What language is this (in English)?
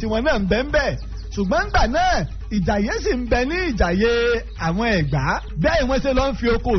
Yoruba